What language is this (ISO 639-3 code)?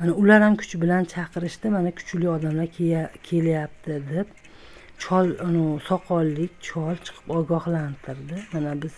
uzb